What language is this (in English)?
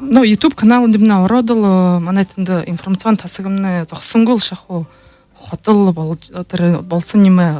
Buriat